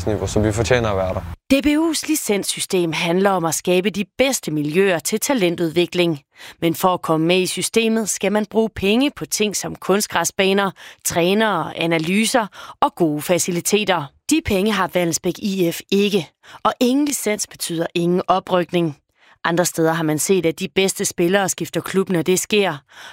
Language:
Danish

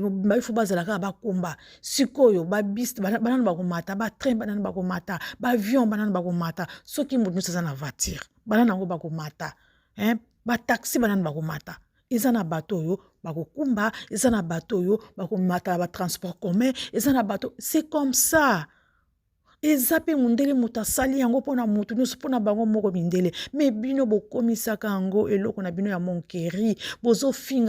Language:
Lingala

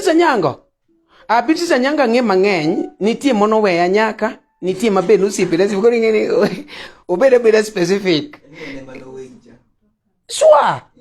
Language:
Luo (Kenya and Tanzania)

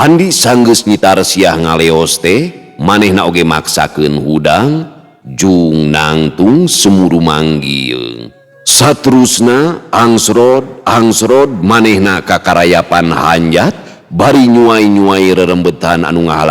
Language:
Sundanese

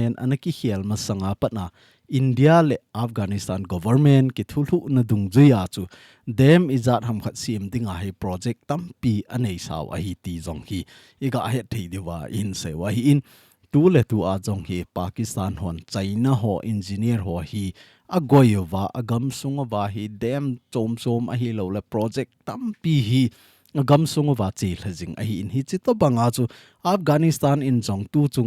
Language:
Thado Chin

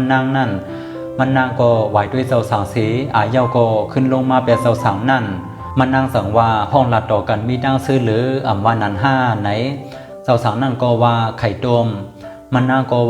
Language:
Shan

